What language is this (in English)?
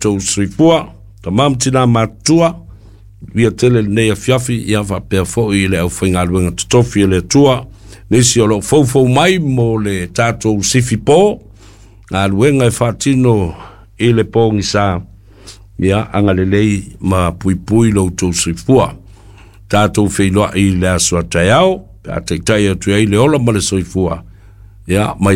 Samoan